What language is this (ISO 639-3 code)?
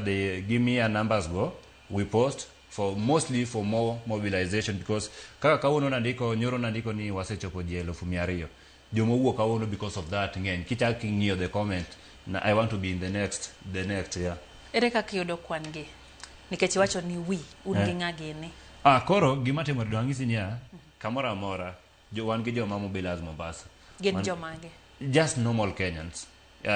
luo